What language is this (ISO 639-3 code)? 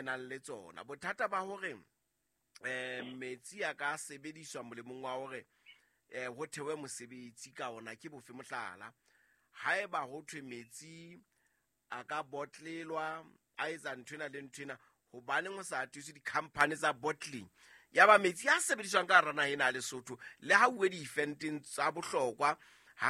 sot